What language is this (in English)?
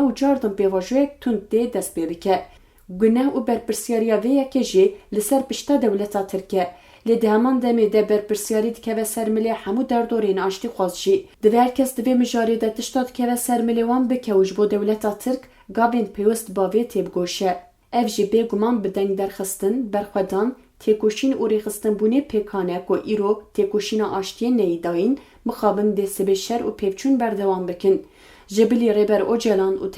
Kurdish